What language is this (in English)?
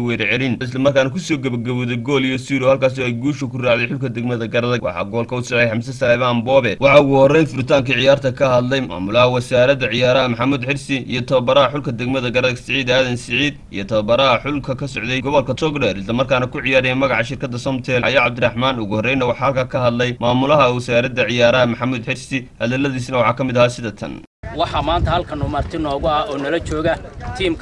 Somali